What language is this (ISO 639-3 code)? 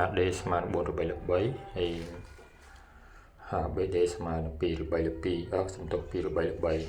khm